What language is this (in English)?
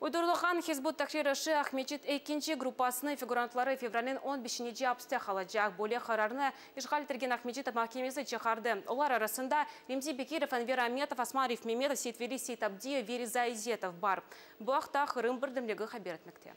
Crimean Tatar